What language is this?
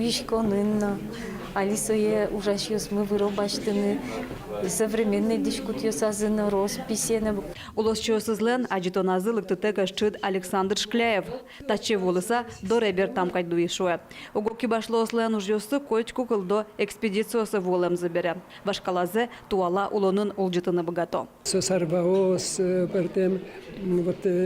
Udmurt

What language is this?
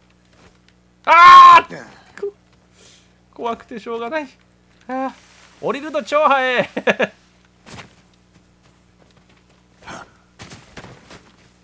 Japanese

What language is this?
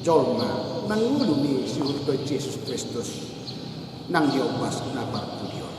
Batak Toba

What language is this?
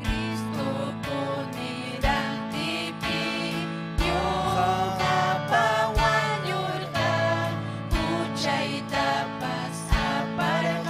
Ayacucho Quechua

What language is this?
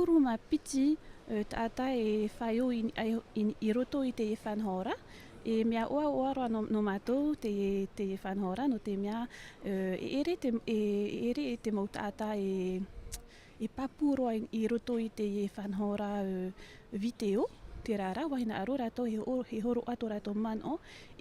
Tahitian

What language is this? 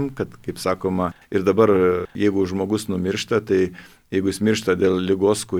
Lithuanian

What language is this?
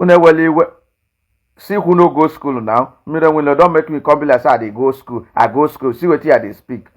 Igbo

